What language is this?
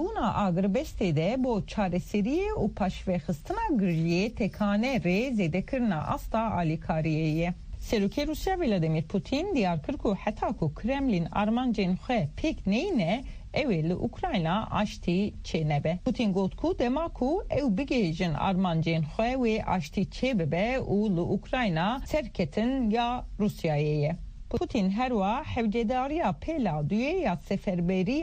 Kurdish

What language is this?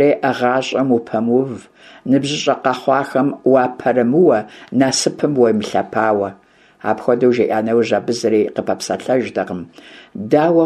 Kabardian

